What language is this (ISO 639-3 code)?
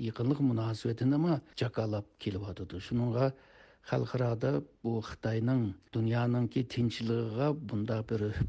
uig